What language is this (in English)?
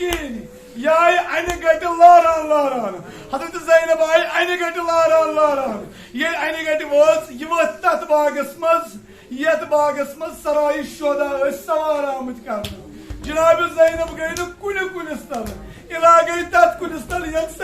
Kashmiri